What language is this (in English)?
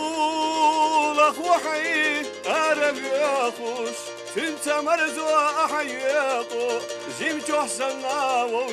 Chechen